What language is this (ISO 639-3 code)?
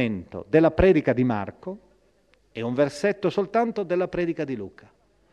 ita